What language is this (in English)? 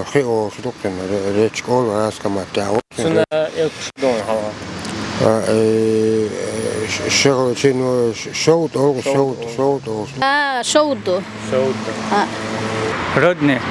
Chechen